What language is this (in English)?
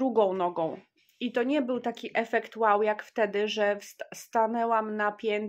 Polish